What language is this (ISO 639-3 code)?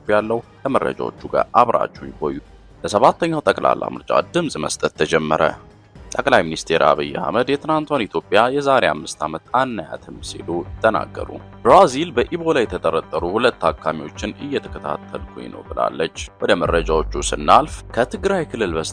amh